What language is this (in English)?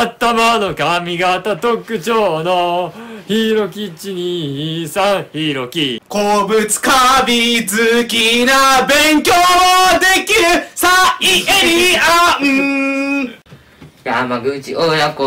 Japanese